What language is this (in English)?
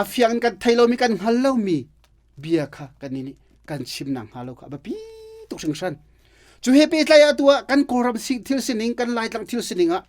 Hakha Chin